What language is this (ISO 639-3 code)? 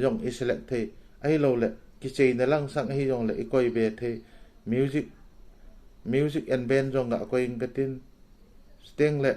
tcz